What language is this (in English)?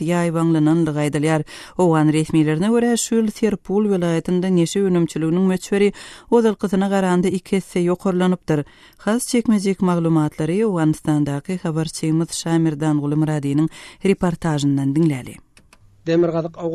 Turkmen